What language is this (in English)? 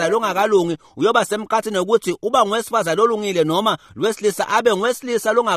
Swati